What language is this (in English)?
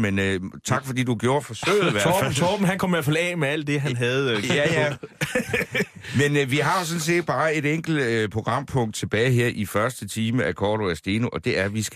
Danish